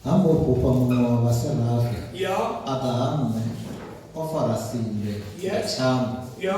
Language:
Venda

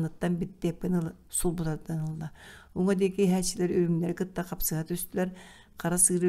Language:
Yakut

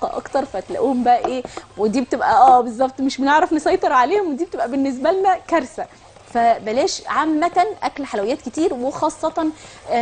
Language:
Egyptian Arabic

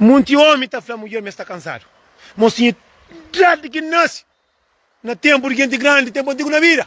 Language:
Kabuverdianu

